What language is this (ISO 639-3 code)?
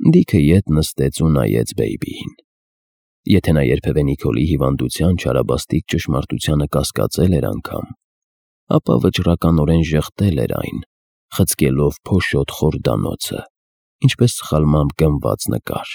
hye